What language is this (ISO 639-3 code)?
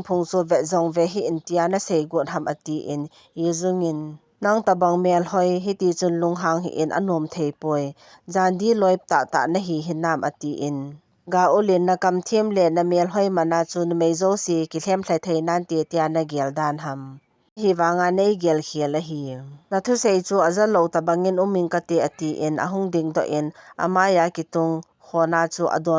tcz